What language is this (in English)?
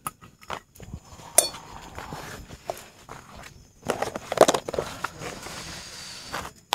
Indonesian